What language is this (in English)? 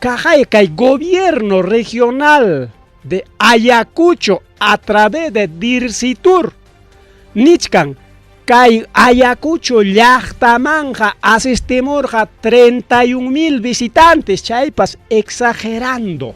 Ayacucho Quechua